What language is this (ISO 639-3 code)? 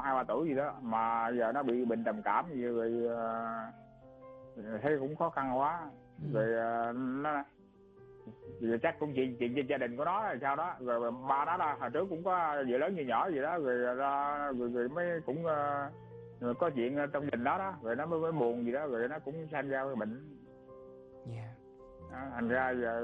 vie